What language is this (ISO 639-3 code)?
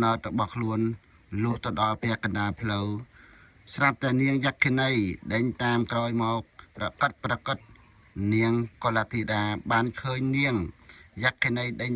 khm